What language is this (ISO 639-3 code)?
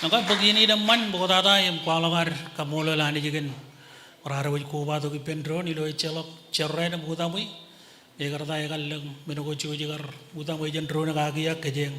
mah